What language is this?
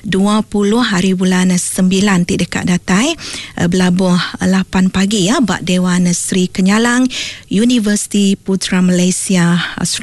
Iban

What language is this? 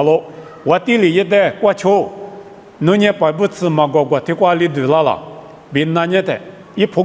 Lisu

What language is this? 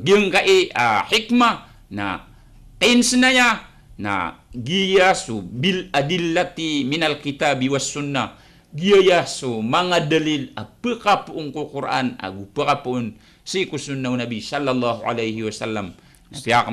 Maranao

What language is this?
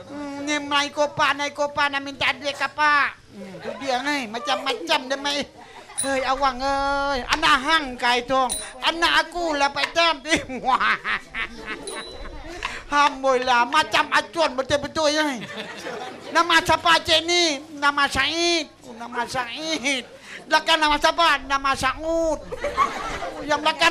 Malay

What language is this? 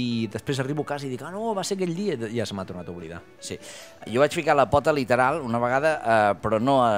Catalan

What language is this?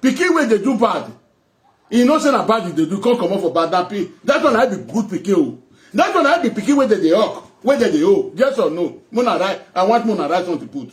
Nigerian Pidgin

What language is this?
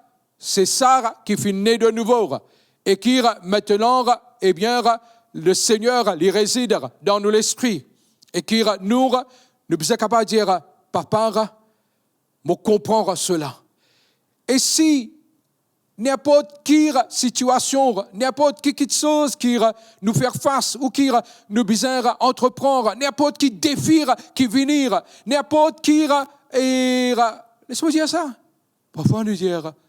Morisyen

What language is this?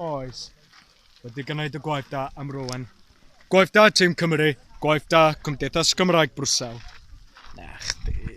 Welsh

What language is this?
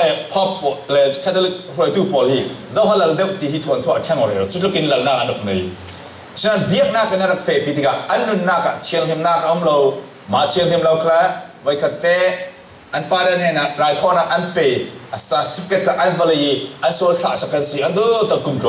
Falam Chin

